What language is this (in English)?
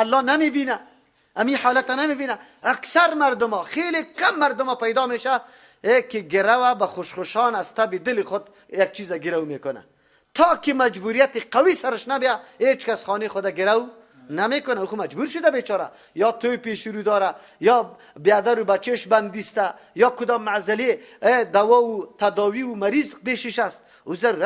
Persian